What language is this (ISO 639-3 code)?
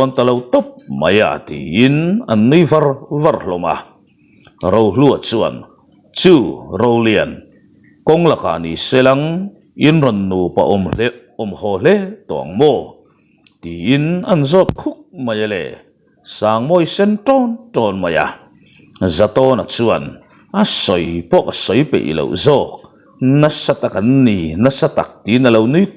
lus